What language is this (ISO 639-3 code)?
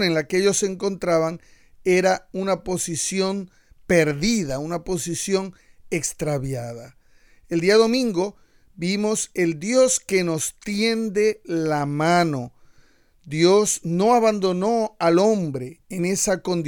spa